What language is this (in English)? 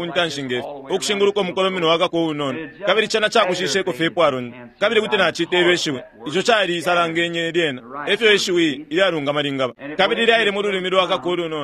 Bemba